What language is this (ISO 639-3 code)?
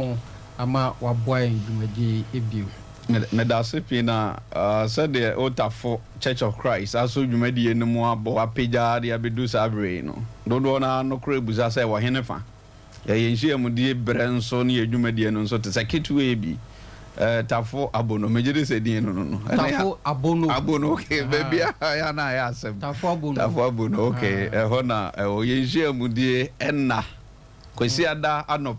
aka